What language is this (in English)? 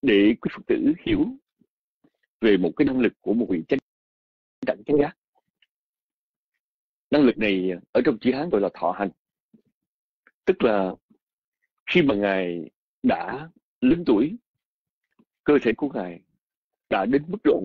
Vietnamese